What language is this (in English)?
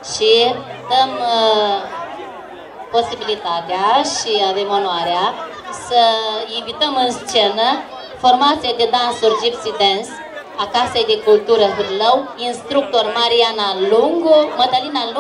Romanian